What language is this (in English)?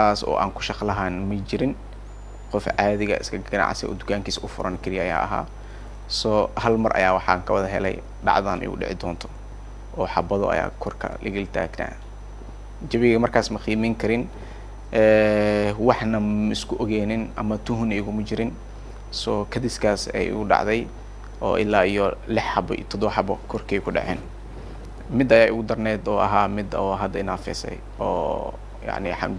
Somali